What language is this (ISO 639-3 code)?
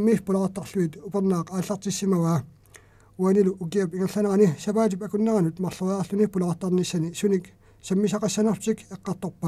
kal